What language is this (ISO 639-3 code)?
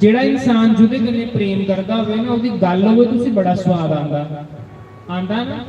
doi